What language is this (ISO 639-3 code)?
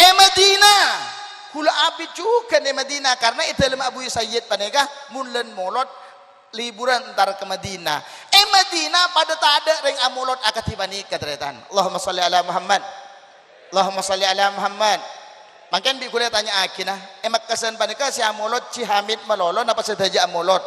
mad